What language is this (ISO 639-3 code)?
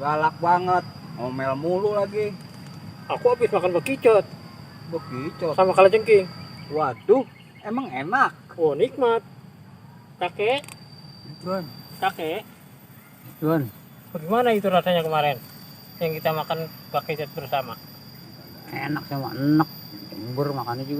bew